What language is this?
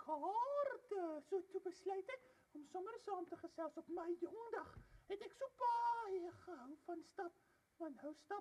Afrikaans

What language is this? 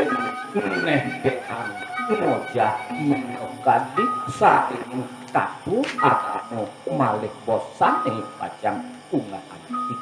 Balinese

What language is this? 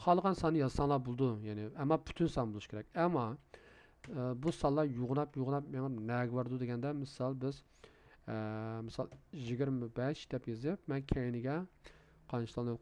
Uyghur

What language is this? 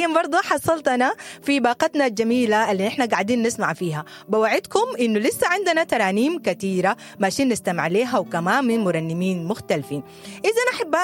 Sudanese Arabic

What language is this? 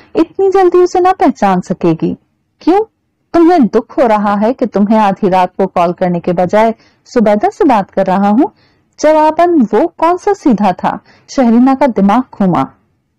Urdu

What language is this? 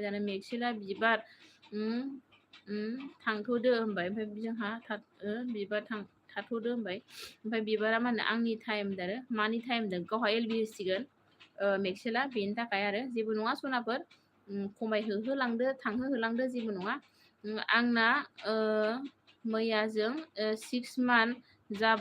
Bodo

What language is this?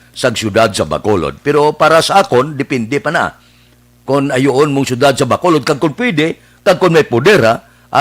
Hiligaynon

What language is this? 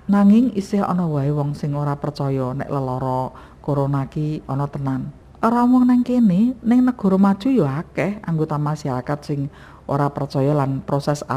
Javanese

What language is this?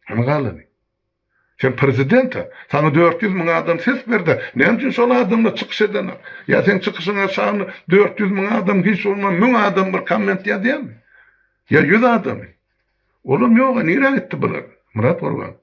Turkmen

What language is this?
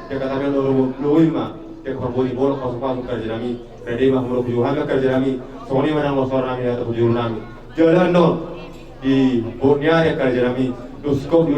Batak Toba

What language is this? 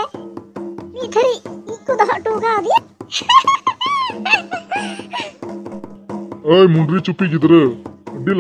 Santali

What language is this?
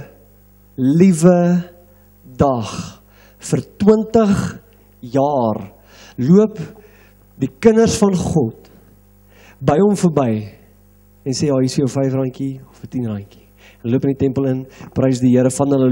Afrikaans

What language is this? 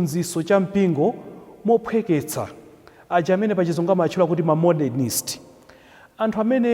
Nyanja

